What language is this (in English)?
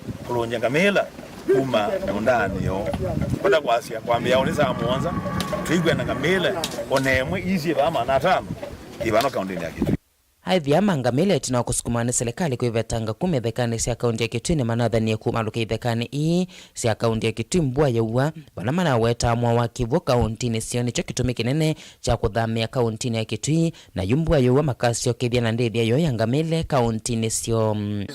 Kamba